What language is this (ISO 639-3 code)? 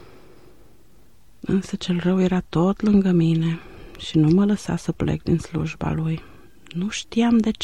ron